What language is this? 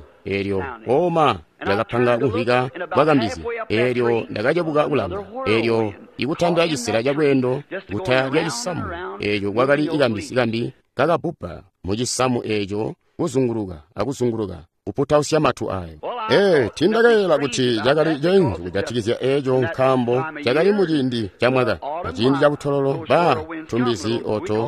Tonga (Zambia)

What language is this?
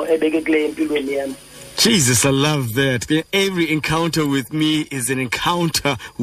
Xhosa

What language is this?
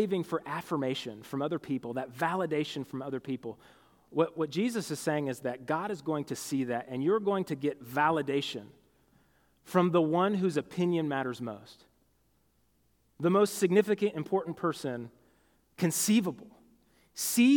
English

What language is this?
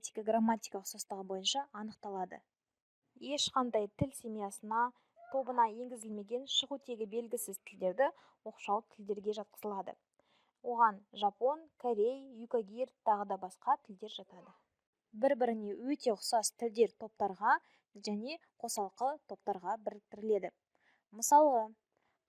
Kazakh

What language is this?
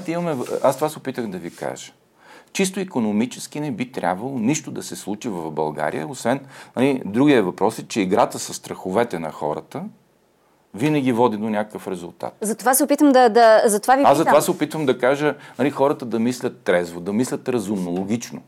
Bulgarian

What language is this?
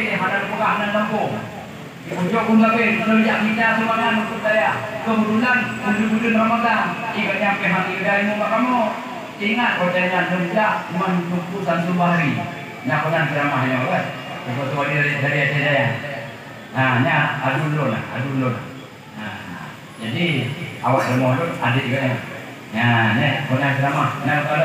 Achinese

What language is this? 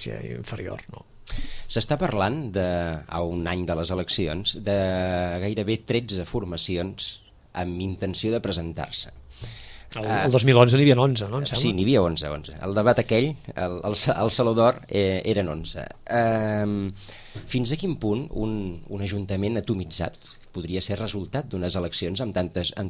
Catalan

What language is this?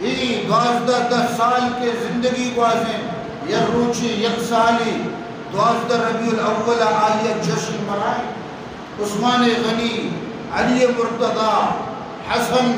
Eastern Balochi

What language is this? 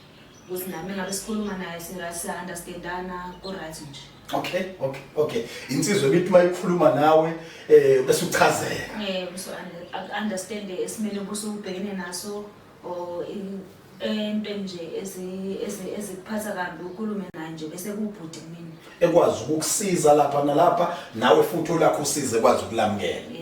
Zulu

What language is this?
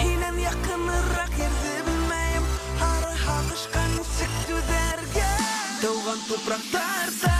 Bashkir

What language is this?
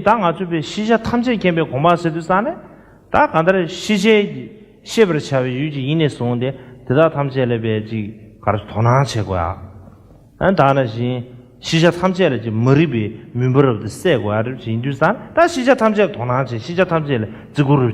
Tibetan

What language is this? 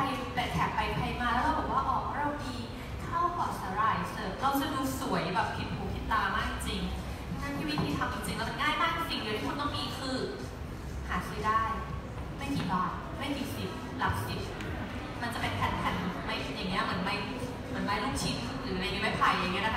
Thai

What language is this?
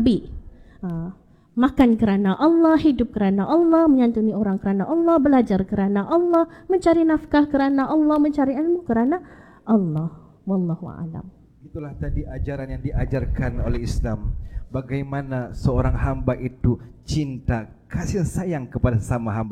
Malay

